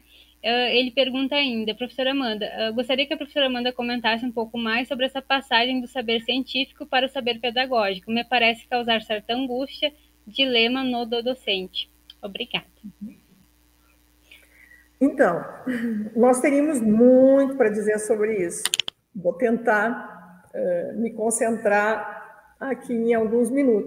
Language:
Portuguese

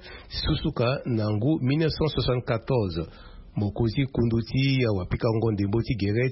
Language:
Sango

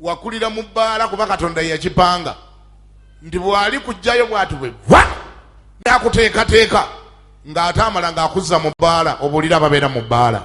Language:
Ganda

